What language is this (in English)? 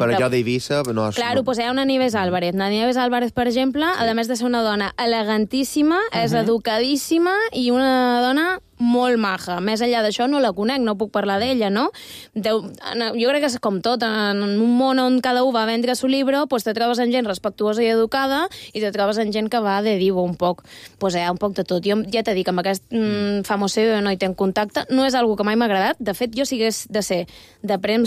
Catalan